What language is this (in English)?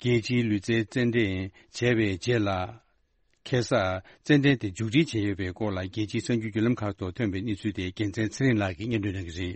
Tibetan